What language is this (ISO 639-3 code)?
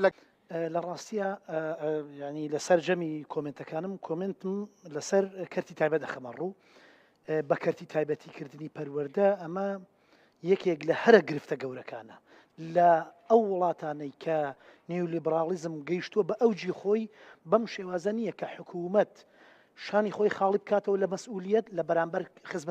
ckb